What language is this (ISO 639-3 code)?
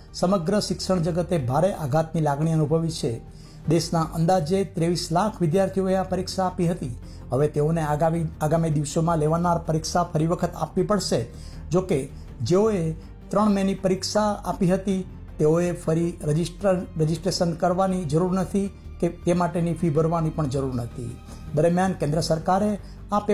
guj